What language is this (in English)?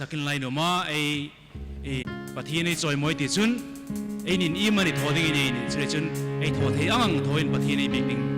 Hmar